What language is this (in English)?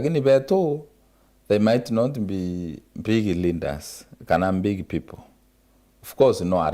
Meru